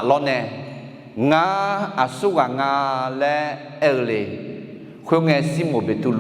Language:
Akha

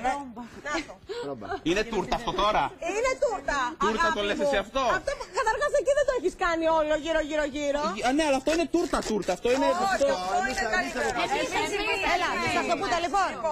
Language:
Greek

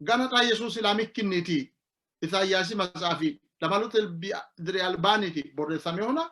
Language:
Sidamo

